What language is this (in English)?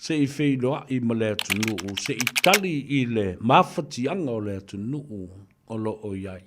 Samoan